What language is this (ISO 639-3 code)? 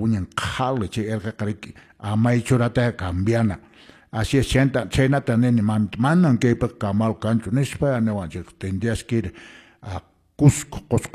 que